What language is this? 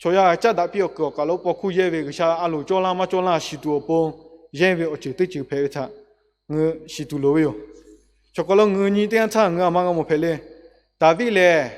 Lahu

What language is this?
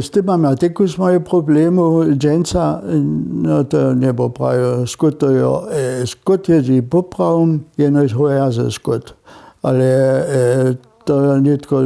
Upper Sorbian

